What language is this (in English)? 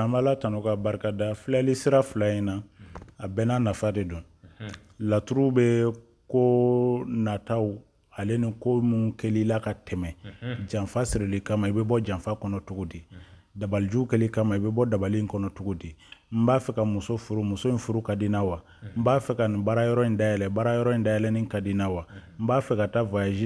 Bambara